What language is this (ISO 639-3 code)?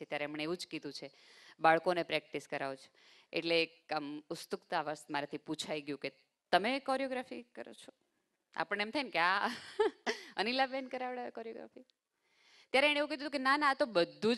guj